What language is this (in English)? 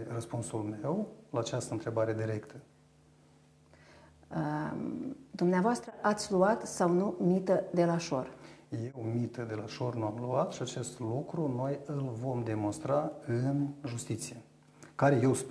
Romanian